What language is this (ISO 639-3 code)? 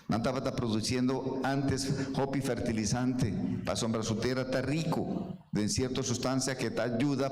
pap